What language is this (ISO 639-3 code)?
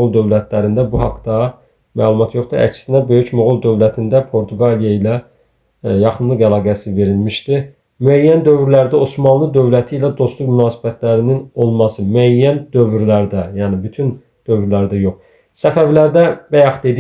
aze